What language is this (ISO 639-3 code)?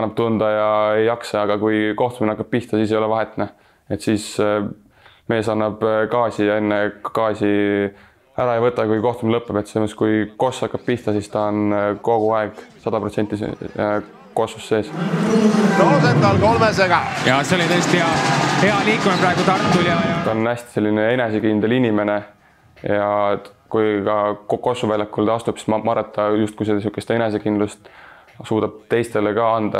est